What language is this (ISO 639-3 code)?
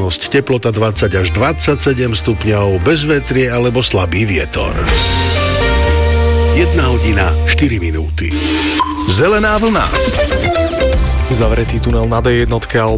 slk